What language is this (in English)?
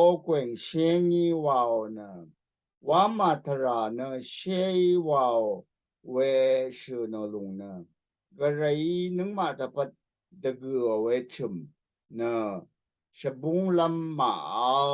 Rawang